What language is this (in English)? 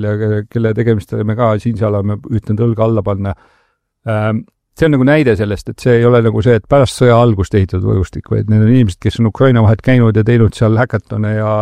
Estonian